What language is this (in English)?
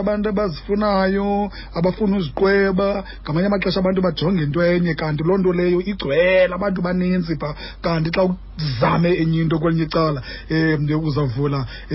Xhosa